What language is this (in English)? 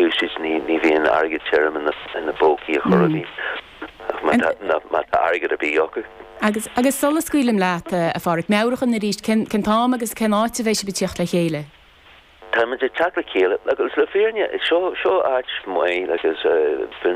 Irish